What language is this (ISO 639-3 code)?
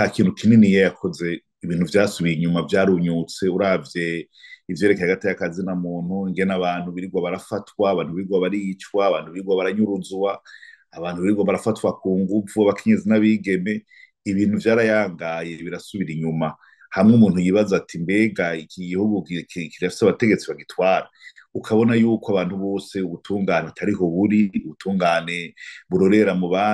run